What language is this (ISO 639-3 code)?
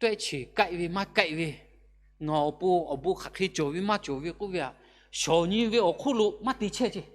lhu